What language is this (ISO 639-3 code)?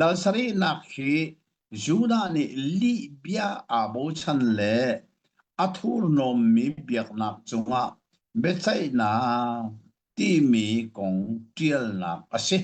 cnh